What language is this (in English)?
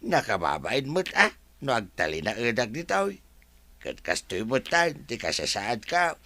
Iloko